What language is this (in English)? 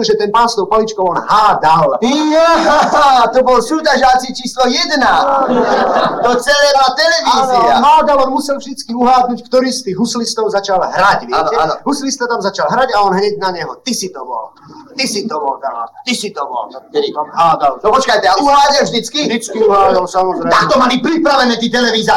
Slovak